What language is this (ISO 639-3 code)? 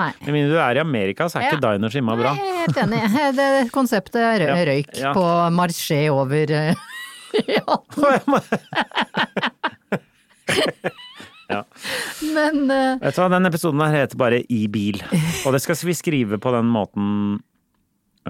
nor